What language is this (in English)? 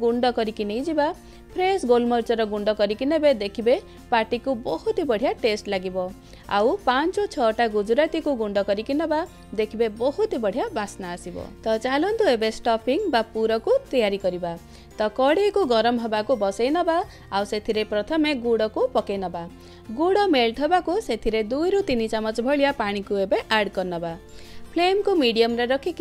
Odia